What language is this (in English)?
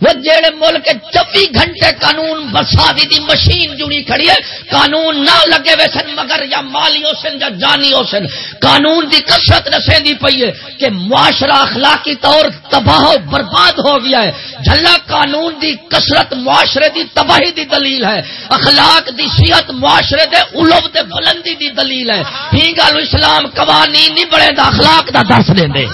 Saraiki